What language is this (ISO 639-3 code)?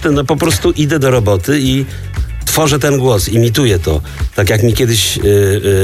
pol